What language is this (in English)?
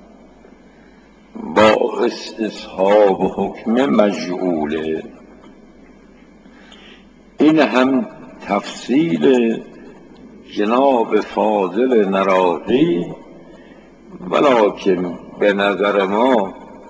Persian